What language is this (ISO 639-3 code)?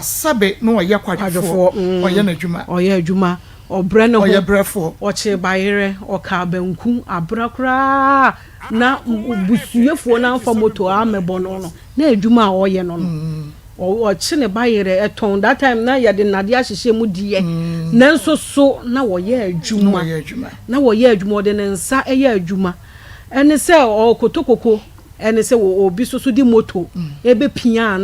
aka